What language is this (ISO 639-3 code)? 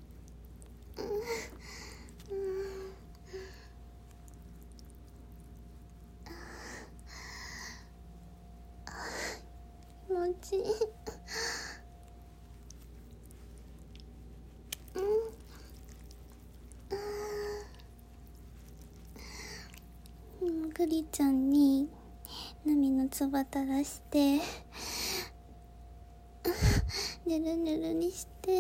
jpn